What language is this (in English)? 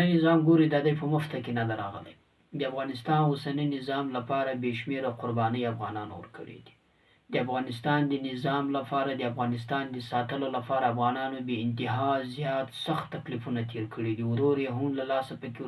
Pashto